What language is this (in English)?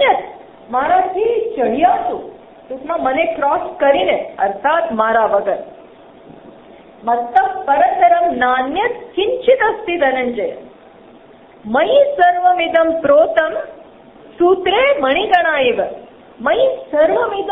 Gujarati